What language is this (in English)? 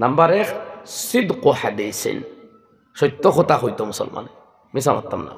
Sylheti